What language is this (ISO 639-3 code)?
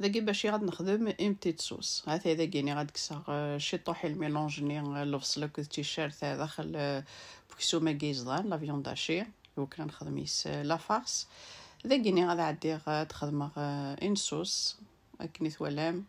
kab